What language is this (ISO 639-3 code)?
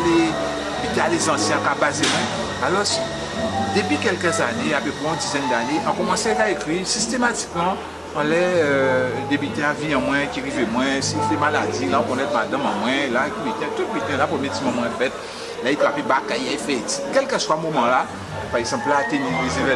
gcf